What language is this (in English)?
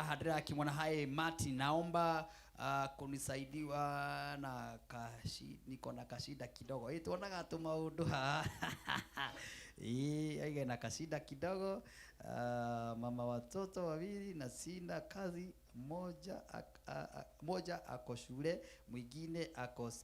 Kikuyu